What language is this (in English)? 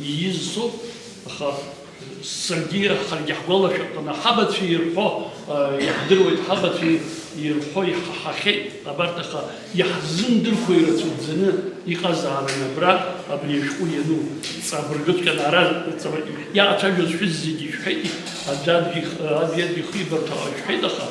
Abkhazian